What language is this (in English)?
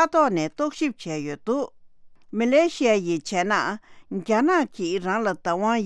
Tibetan